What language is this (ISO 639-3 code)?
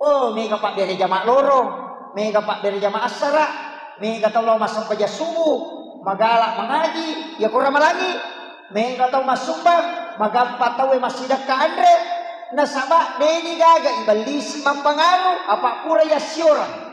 bug